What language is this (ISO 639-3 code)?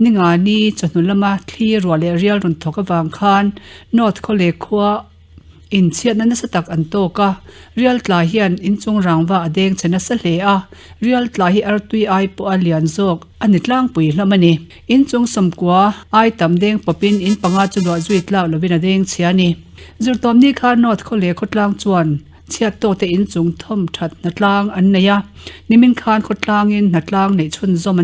lus